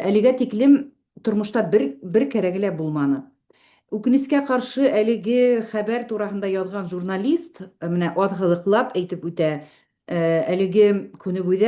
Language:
Bashkir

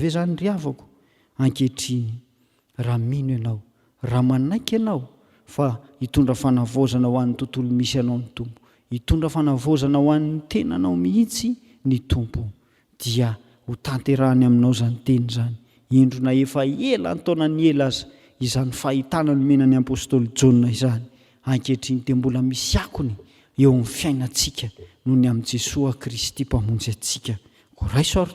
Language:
Malagasy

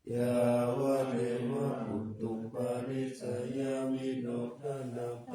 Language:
Pali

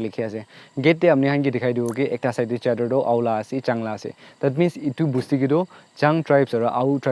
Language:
Naga Pidgin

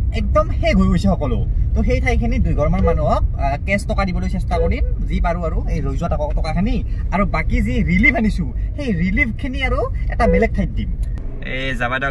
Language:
Assamese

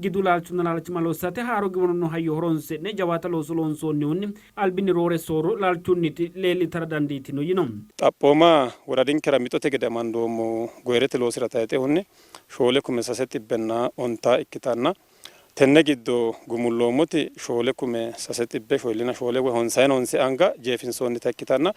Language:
Sidamo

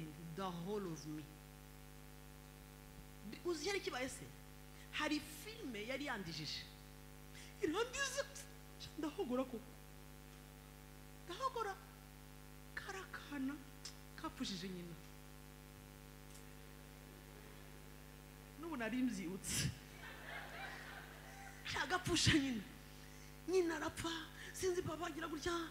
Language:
Kinyarwanda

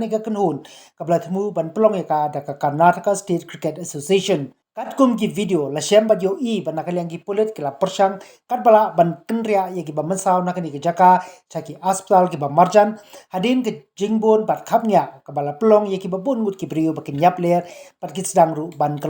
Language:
Khasi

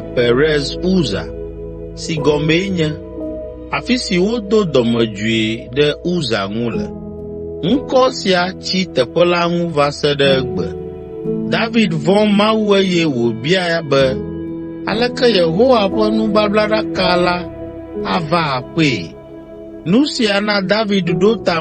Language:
Ewe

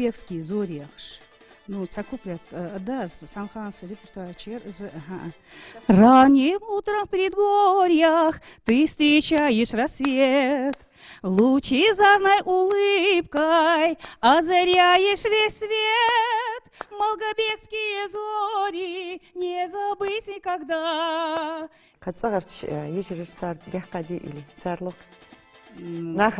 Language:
Ingush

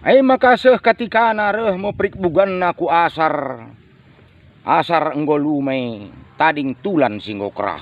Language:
Batak Karo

